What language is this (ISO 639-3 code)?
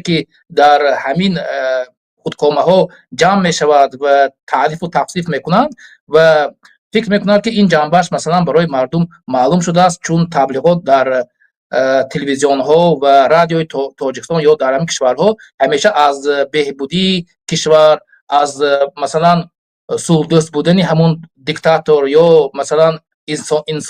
tgk